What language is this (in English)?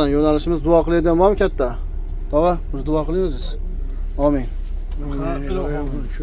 Uzbek